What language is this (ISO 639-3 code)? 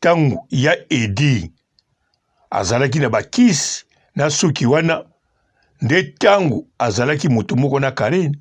lin